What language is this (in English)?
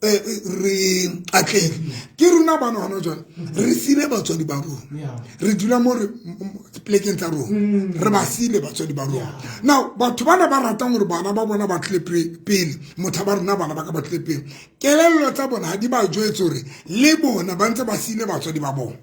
Southern Sotho